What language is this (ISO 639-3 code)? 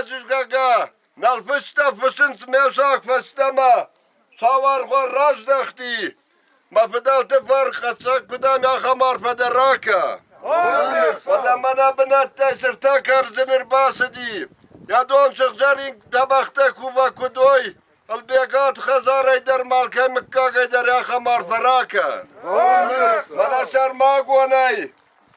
oss